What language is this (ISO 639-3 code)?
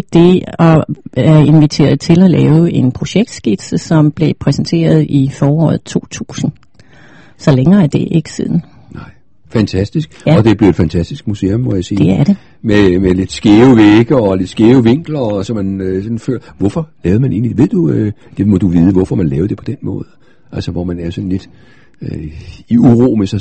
dan